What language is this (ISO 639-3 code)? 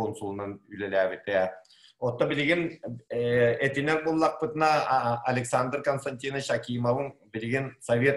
sah